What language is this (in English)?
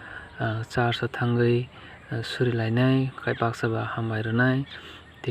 Kok Borok